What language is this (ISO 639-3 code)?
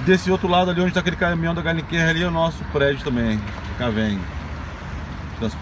por